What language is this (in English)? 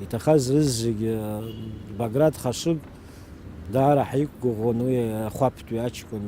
Abkhazian